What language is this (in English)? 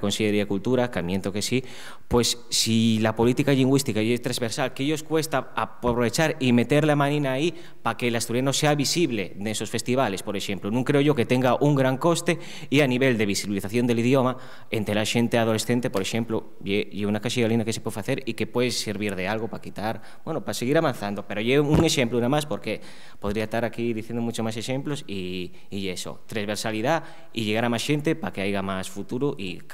Asturian